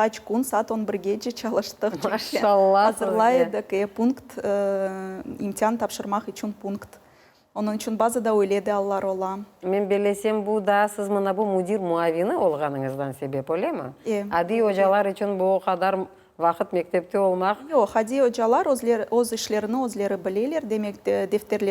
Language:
Crimean Tatar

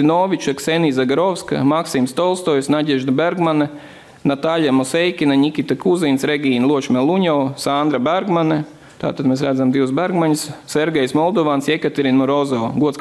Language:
Latvian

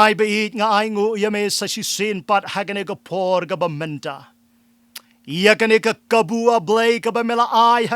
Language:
Khasi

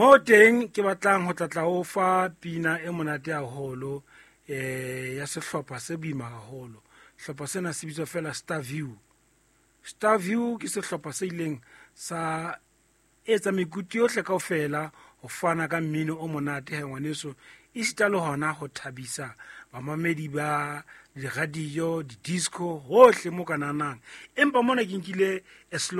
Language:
Southern Sotho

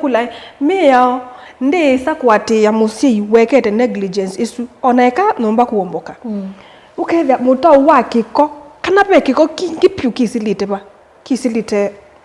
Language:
Kamba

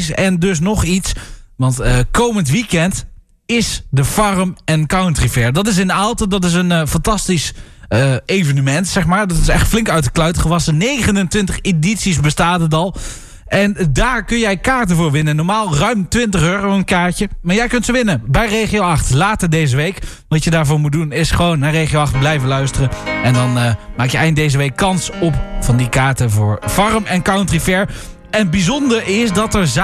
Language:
Dutch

